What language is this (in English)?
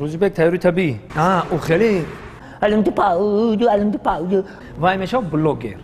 Tajik